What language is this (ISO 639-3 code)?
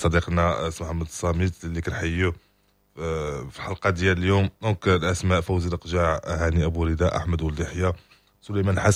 ary